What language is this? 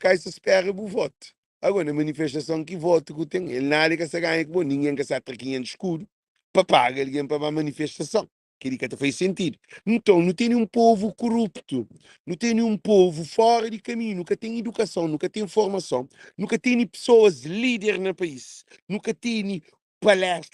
Kabuverdianu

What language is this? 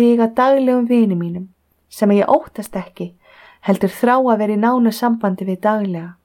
Icelandic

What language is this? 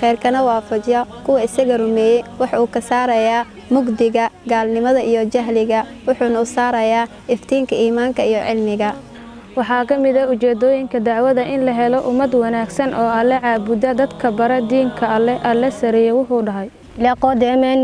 Somali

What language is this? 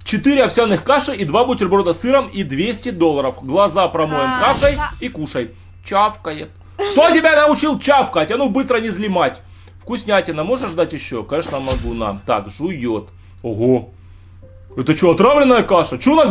Russian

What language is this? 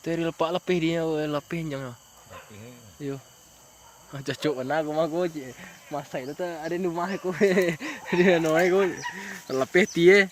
Minangkabau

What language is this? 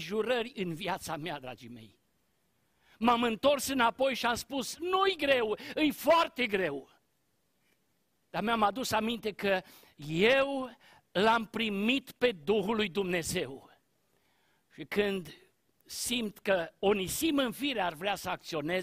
Romanian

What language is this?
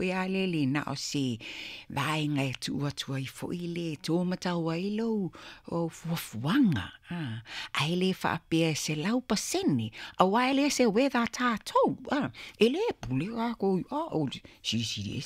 Samoan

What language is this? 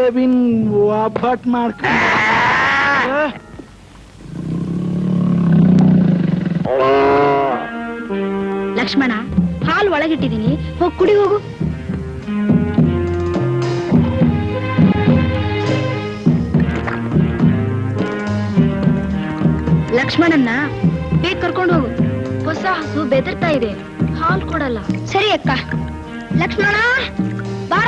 Kannada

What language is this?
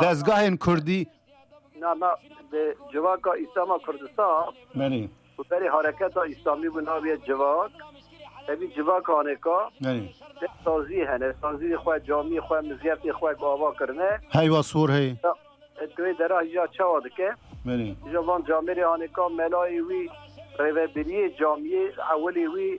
Kurdish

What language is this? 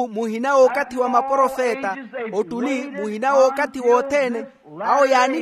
Makhuwa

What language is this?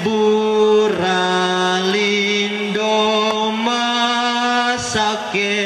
Toraja-Sa'dan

